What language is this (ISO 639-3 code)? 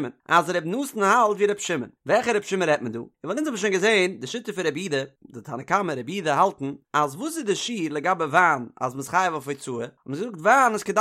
yid